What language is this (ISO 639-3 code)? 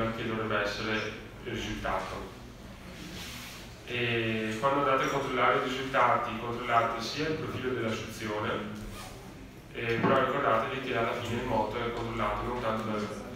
ita